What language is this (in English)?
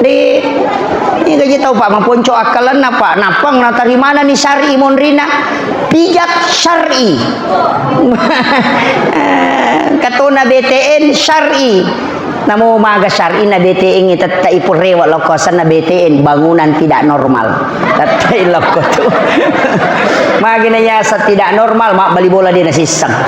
Buginese